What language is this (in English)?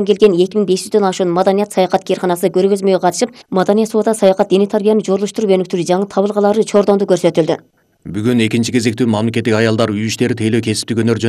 Kyrgyz